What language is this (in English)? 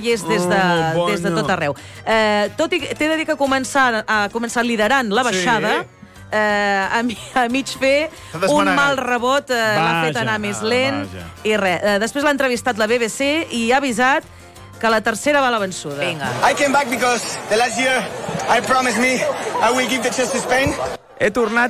Catalan